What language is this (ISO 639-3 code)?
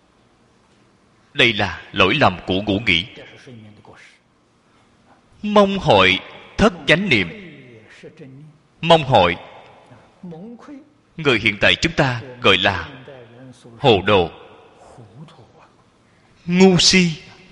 vie